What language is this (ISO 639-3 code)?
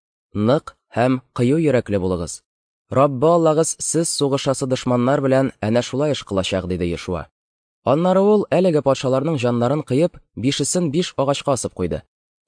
tat